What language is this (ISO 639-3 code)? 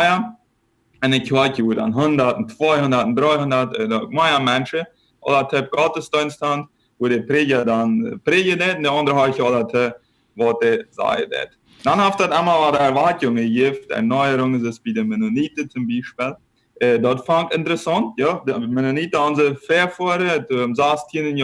pdt